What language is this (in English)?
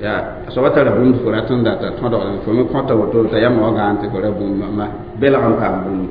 Mossi